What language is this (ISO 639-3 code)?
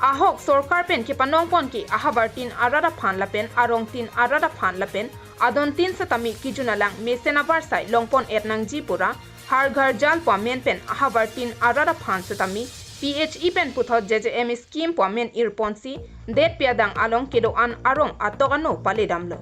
mjw